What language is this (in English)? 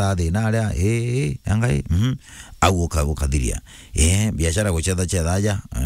Meru